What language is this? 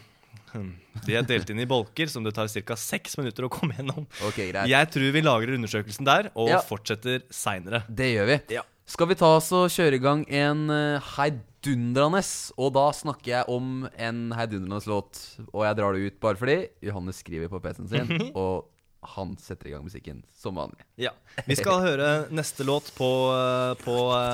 Norwegian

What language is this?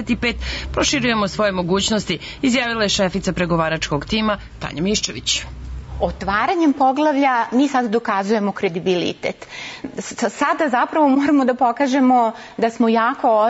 Serbian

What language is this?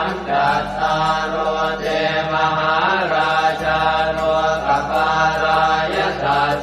Pali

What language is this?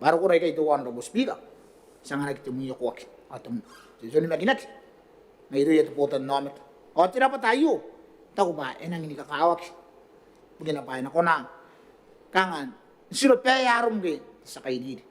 Gilbertese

